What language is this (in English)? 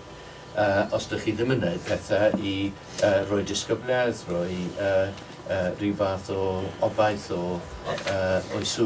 Welsh